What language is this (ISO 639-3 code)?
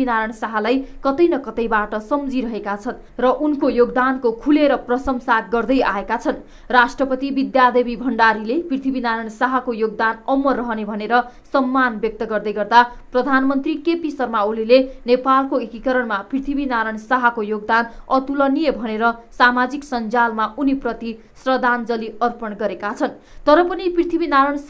nep